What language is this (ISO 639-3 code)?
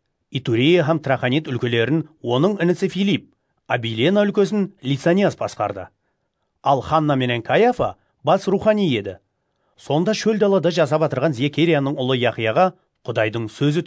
kaa